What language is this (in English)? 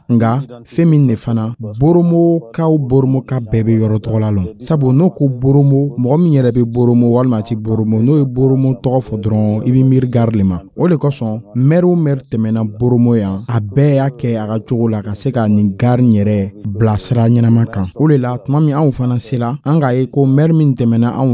Dyula